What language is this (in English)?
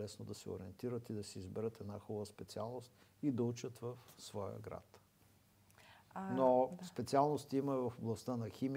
Bulgarian